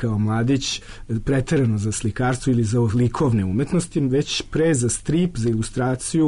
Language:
Serbian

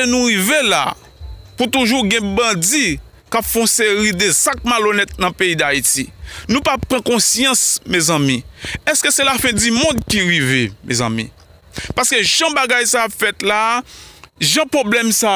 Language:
Haitian Creole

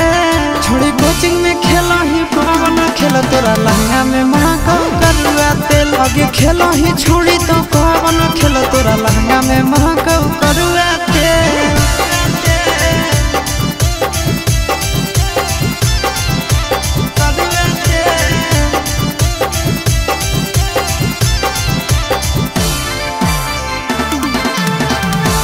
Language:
Bhojpuri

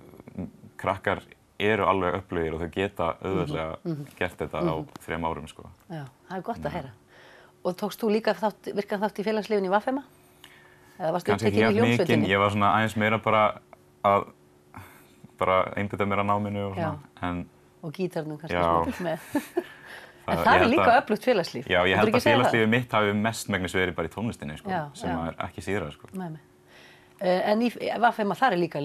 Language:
Icelandic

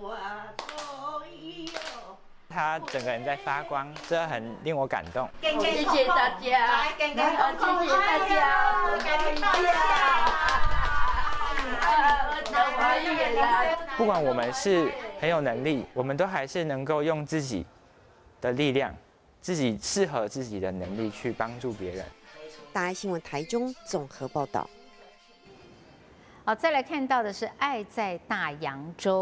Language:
Chinese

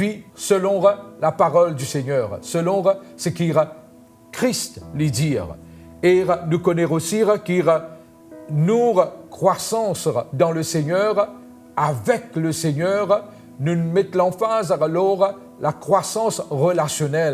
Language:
Morisyen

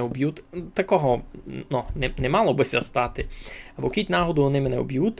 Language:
Rusyn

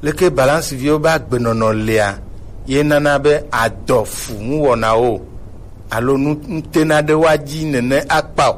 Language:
Gen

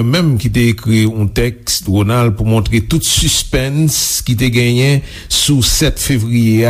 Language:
Haitian Creole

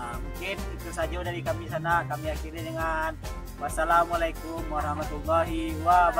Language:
Minangkabau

